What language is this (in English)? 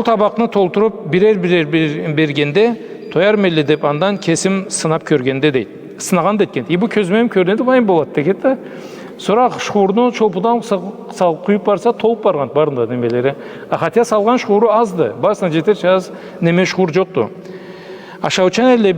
Karachay-Balkar